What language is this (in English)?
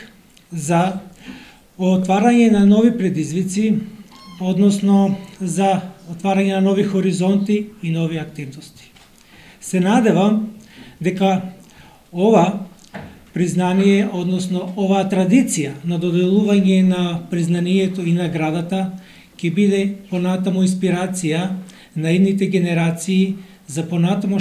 Macedonian